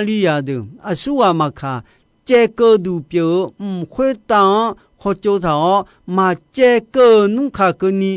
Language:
Akha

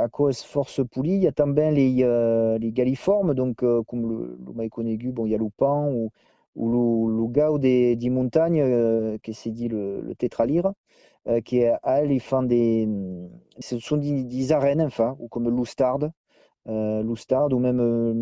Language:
Occitan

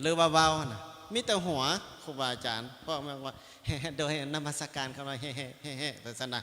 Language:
Lao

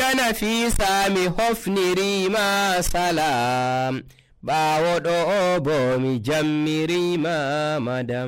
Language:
Nigerian Fulfulde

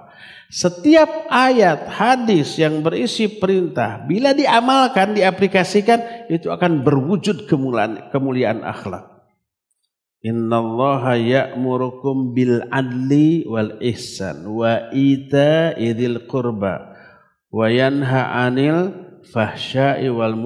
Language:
Indonesian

